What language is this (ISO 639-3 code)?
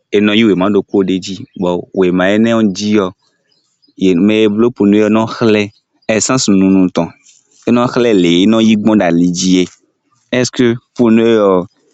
som